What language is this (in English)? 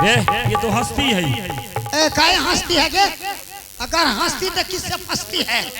Angika